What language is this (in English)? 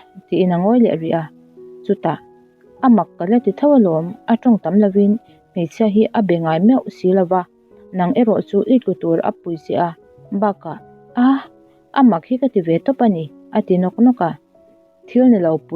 Mizo